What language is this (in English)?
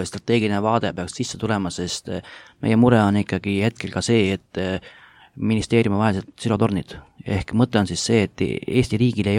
Estonian